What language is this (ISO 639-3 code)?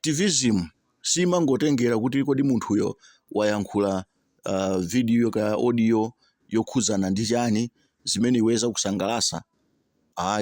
nya